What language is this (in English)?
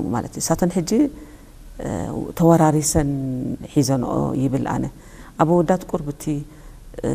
Tigrinya